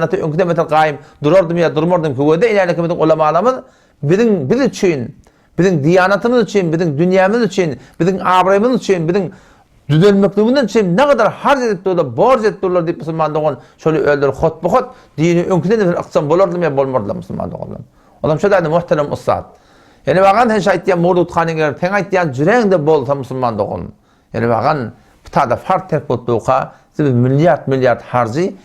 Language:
Turkmen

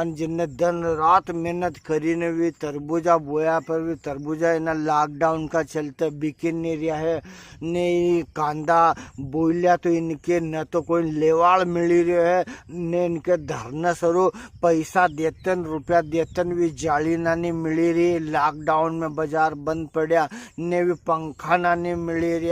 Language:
Rajasthani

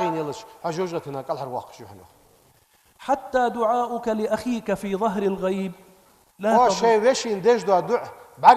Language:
Ingush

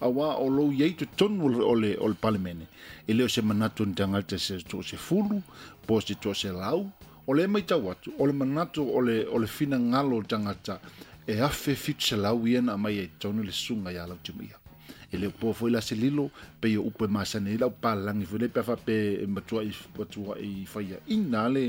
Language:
Samoan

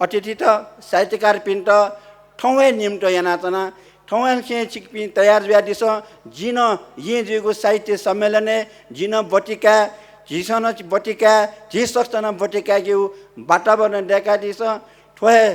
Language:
Newari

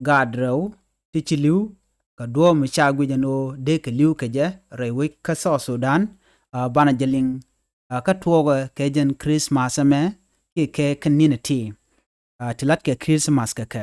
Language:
Nuer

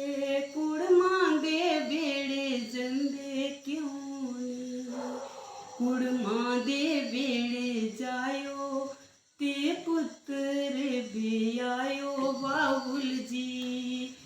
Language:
Dogri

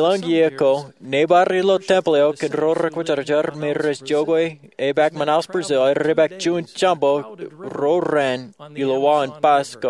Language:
Marshallese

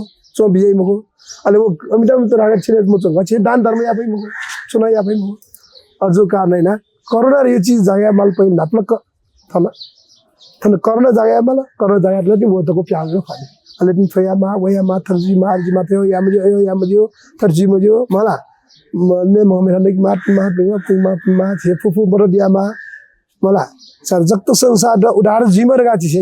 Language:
Newari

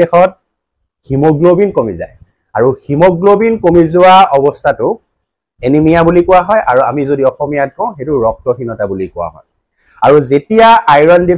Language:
Assamese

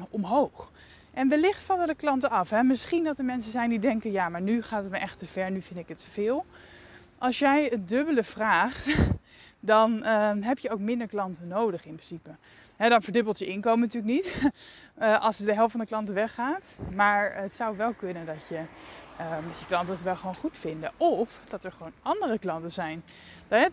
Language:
Dutch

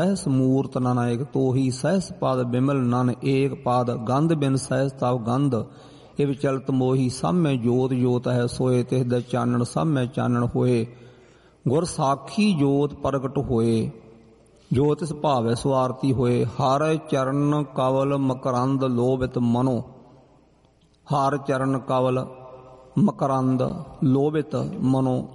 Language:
Punjabi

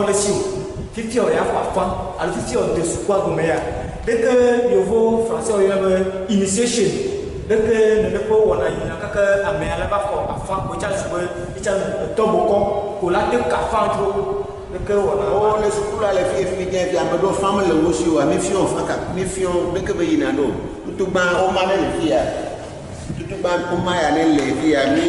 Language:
Ewe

